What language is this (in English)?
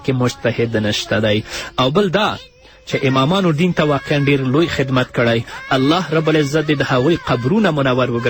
Pashto